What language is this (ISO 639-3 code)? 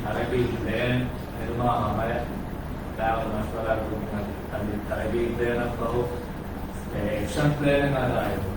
div